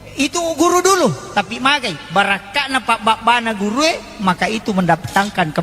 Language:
Buginese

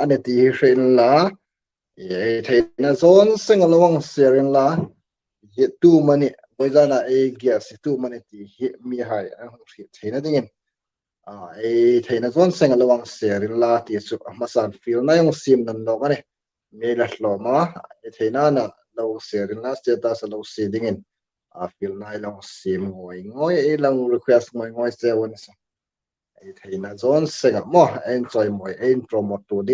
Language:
Hmar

